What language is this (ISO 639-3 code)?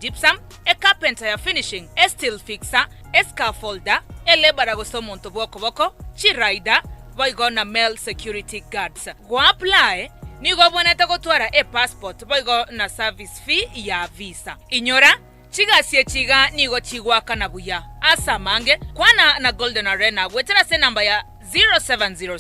guz